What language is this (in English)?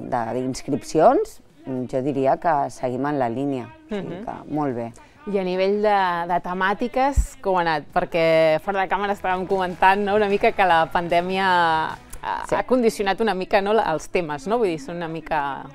Catalan